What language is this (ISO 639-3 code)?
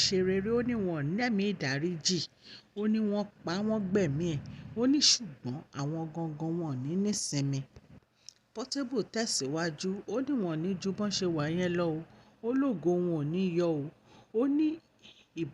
yor